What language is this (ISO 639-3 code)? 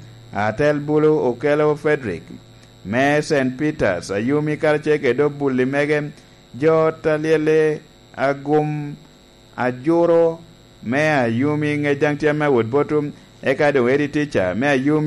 laj